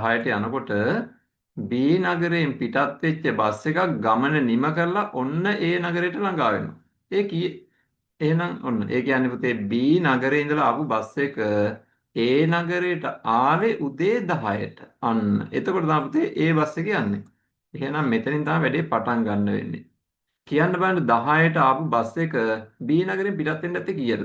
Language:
Sinhala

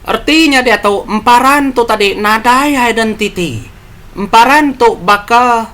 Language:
Iban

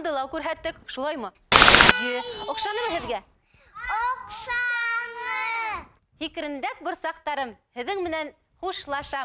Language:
Bashkir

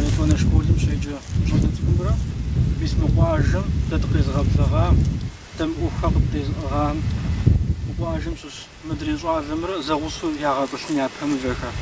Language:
Kabardian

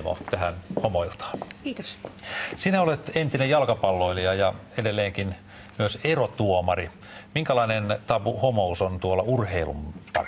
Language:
Finnish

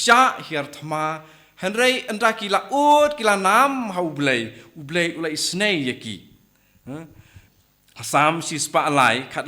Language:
Khasi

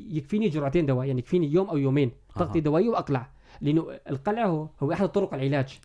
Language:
North Levantine Arabic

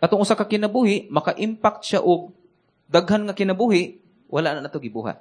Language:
Cebuano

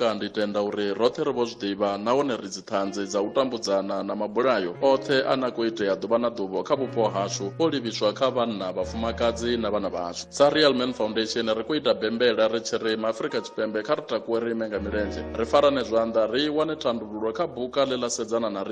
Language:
Venda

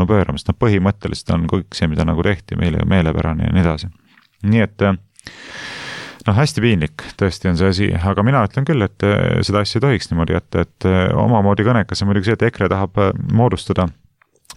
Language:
Estonian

